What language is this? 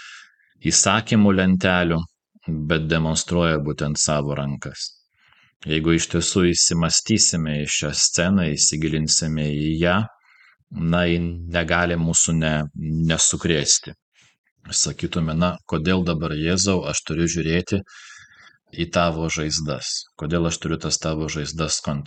Lithuanian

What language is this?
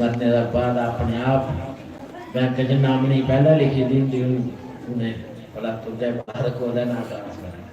Dogri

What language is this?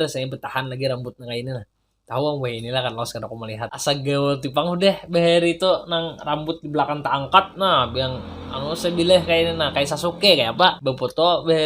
Banjar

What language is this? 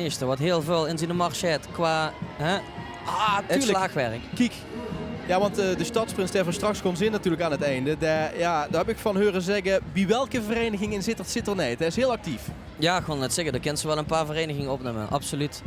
Limburgish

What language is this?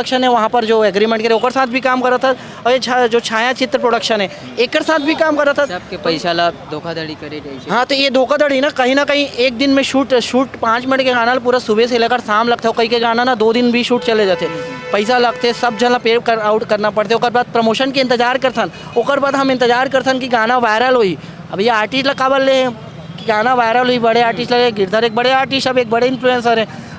Chhattisgarhi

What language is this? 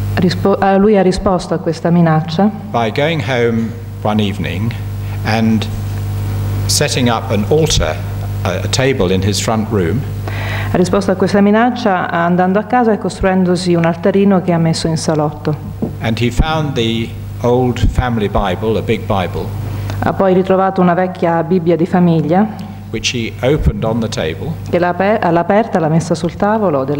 Italian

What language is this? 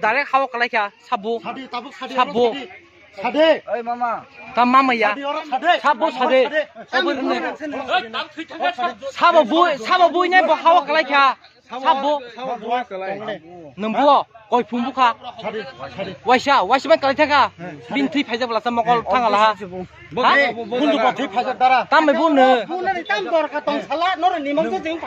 Kok Borok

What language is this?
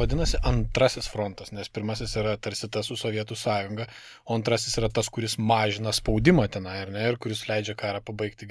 Lithuanian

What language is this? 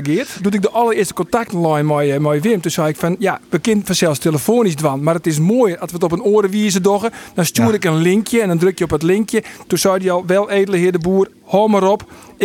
Western Frisian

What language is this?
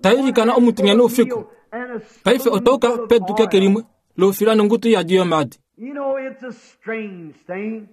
Kuanyama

